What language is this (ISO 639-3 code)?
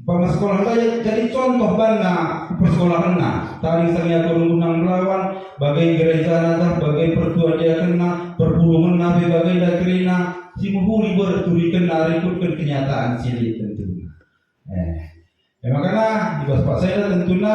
btx